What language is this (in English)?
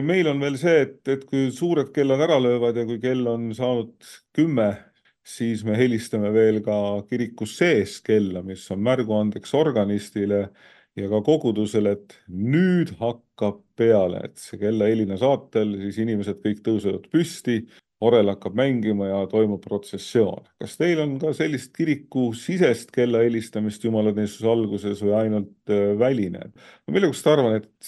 Estonian